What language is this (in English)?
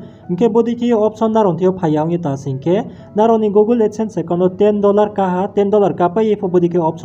Riang (India)